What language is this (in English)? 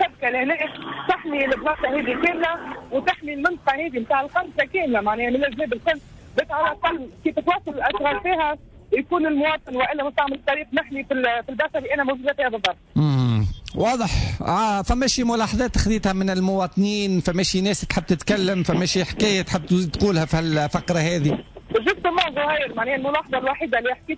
Tunisian Arabic